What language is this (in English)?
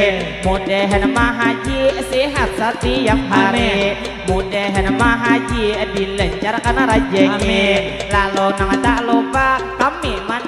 Banjar